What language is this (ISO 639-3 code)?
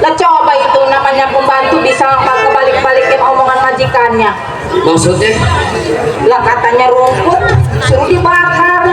bew